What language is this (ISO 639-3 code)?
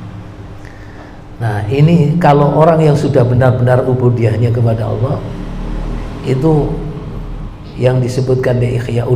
ind